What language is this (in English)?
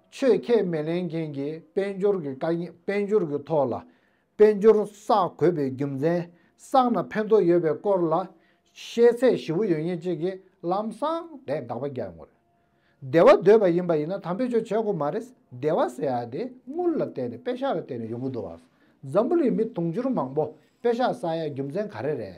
Tibetan